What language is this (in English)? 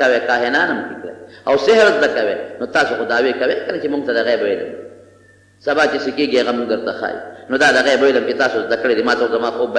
Pashto